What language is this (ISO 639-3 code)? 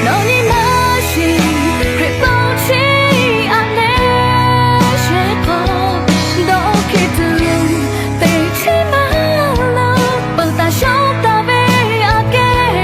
lhu